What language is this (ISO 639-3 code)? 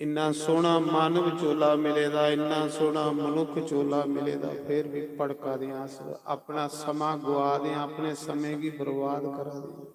doi